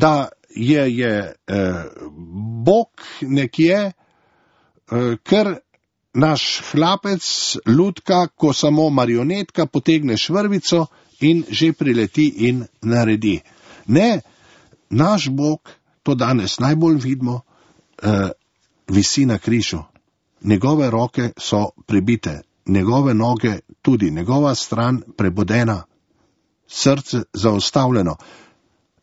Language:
Slovenian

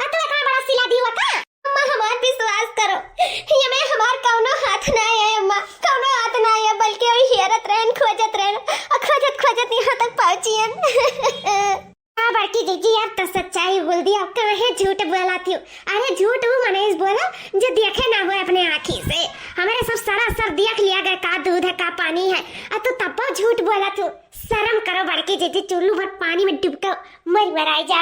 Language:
Awadhi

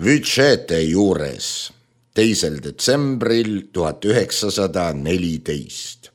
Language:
Estonian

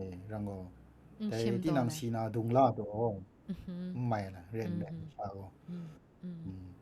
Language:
Kachin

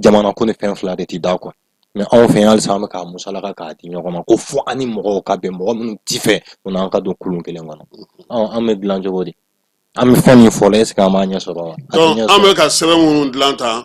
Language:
Bambara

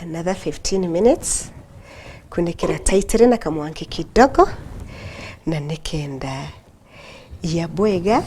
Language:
Meru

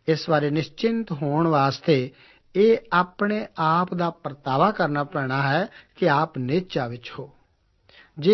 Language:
Punjabi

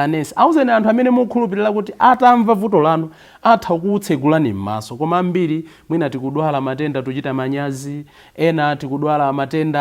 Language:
Nyanja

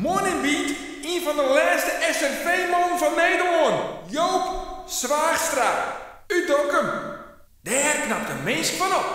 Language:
Western Frisian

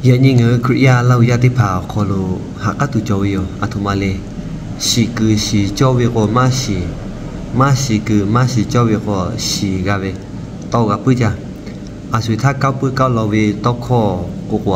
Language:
Lahu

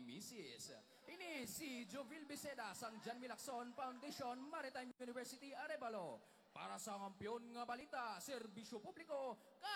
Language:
Hiligaynon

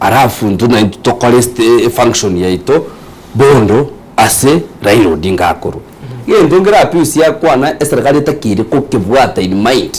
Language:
Gusii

